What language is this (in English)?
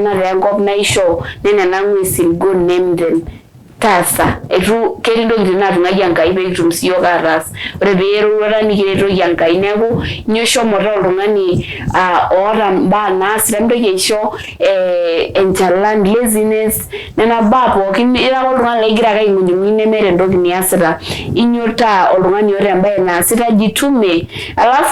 Masai